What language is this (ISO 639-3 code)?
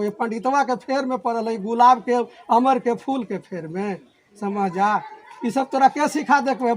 mag